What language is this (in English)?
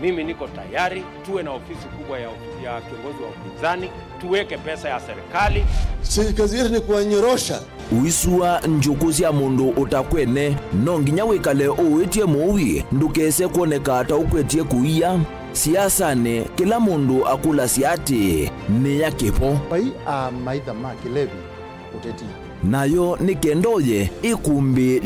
Kamba